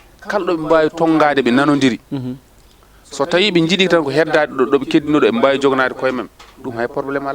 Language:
Fula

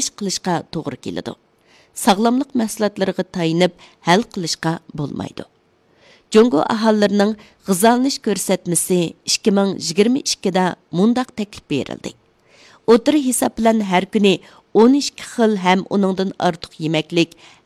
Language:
Uyghur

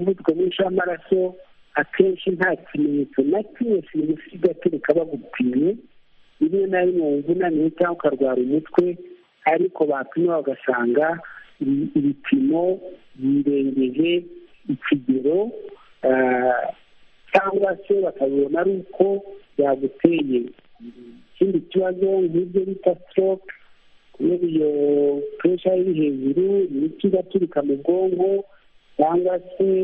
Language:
Kinyarwanda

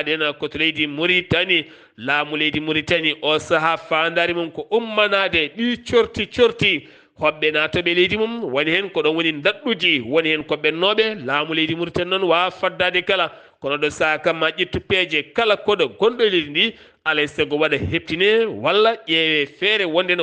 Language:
Fula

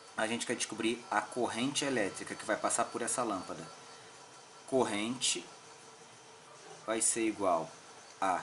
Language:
Portuguese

